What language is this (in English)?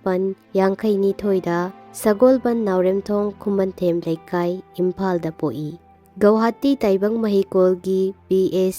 Manipuri